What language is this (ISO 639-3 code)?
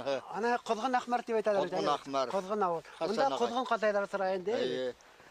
bak